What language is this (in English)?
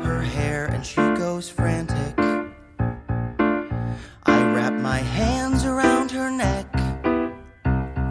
English